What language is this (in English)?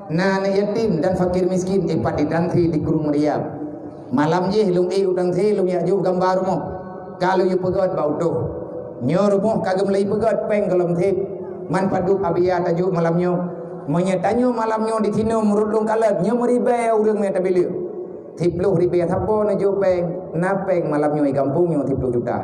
Achinese